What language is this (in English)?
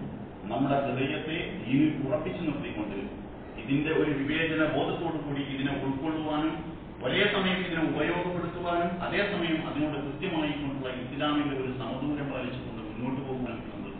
Malayalam